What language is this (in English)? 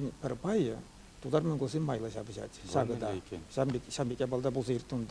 Chuvash